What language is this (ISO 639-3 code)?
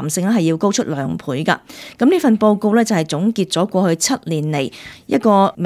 yue